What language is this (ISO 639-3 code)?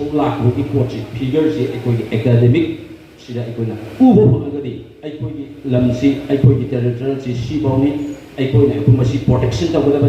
mni